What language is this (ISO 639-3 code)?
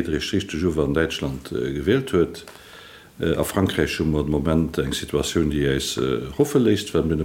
ltz